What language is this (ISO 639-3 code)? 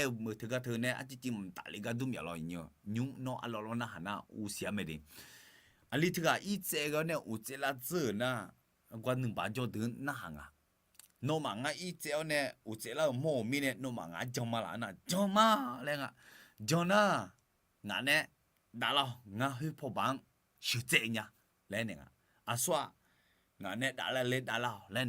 ahk